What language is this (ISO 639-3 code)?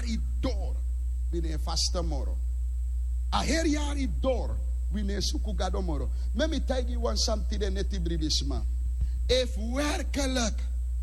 srn